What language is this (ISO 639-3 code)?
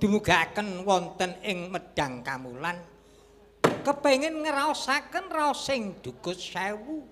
jav